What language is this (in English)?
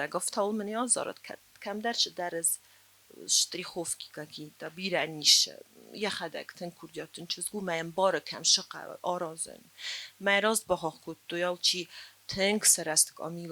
Ossetic